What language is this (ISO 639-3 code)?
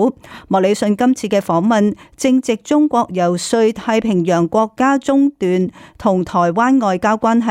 yue